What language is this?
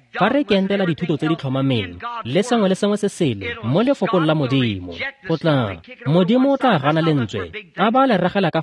Tswana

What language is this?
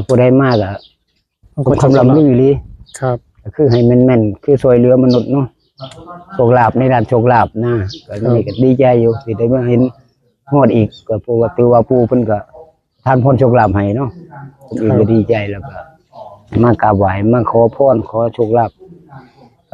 Northeastern Thai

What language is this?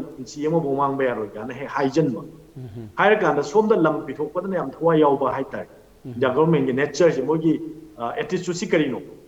Manipuri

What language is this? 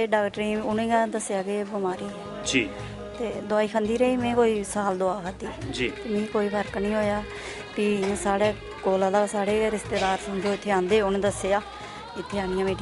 Dogri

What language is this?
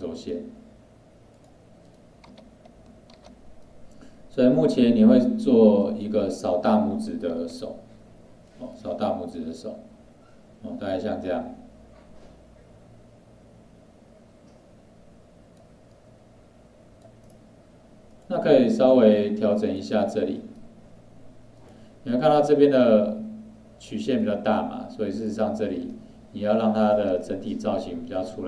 Chinese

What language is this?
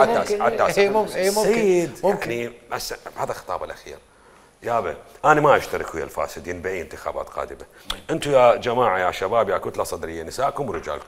Mesopotamian Arabic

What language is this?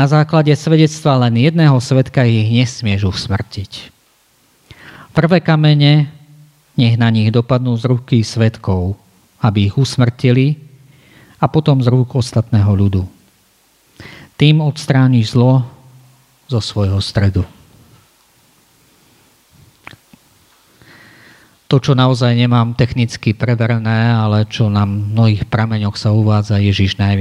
Slovak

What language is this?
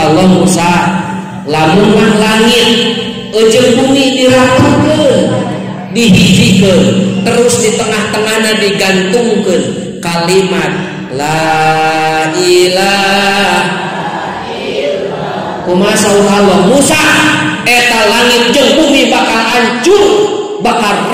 Sundanese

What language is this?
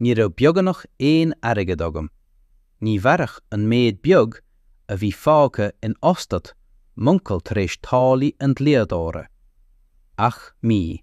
Irish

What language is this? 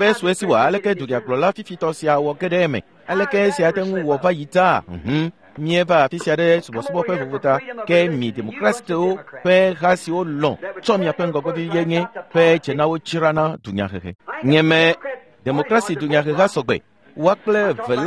Ewe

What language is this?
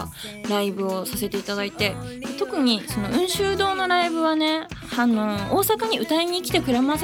Japanese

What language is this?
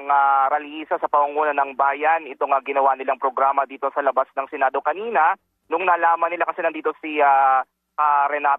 Filipino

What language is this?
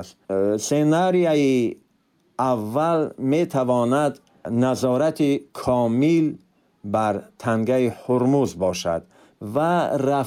Tajik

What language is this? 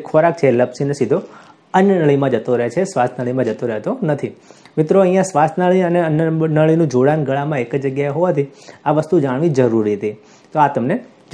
Gujarati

